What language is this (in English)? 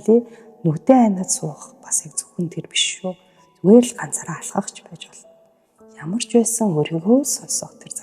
Mongolian